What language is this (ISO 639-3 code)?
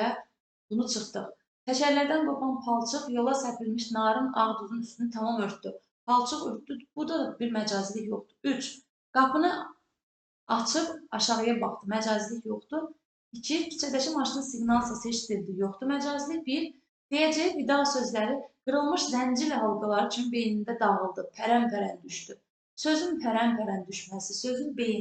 aze